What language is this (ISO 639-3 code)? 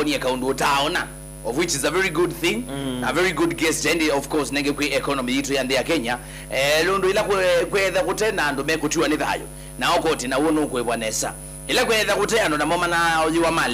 kam